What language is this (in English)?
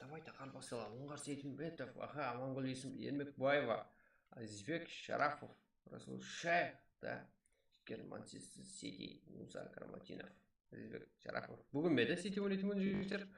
Kara-Kalpak